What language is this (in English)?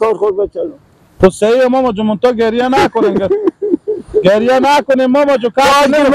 Persian